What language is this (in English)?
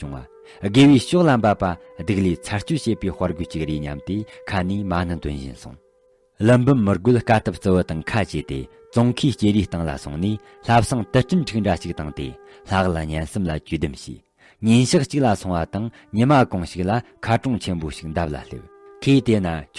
Tibetan